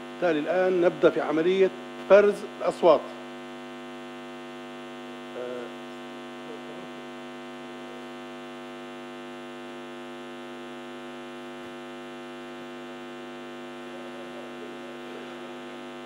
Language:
Arabic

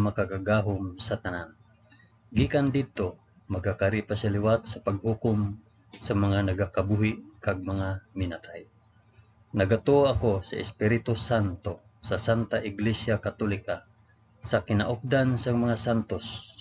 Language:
Hiligaynon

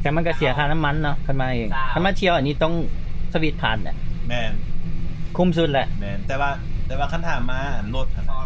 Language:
Lao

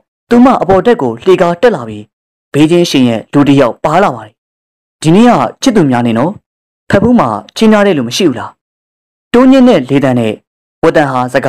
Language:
Burmese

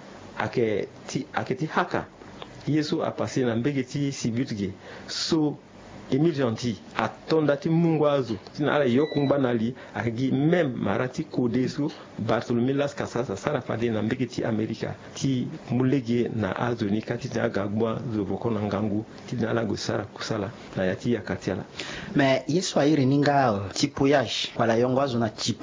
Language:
Sango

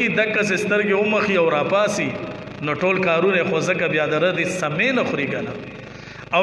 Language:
Pashto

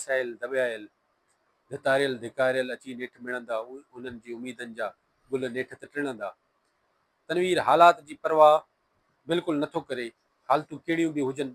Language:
Sindhi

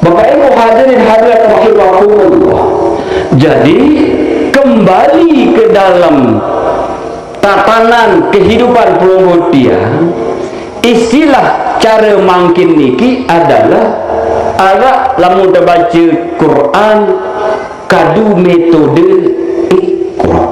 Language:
Sasak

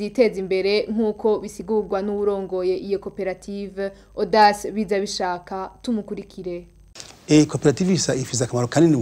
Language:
Rundi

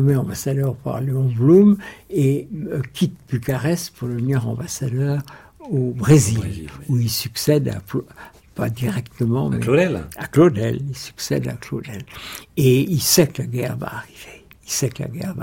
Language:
French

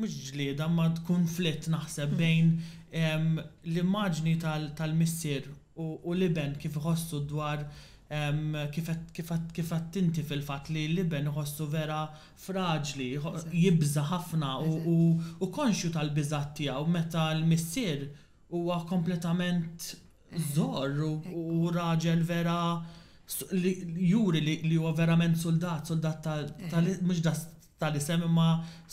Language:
Maltese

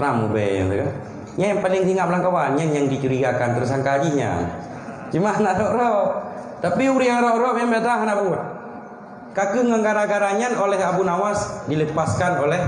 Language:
Achinese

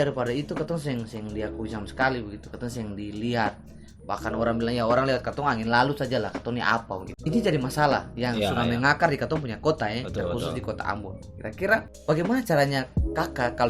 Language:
Ambonese Malay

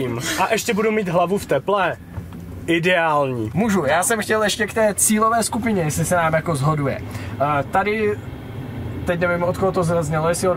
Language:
Czech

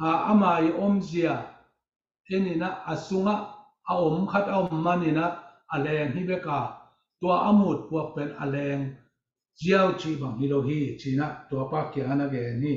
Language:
Tedim Chin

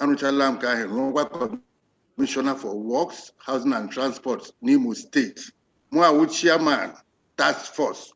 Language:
Igbo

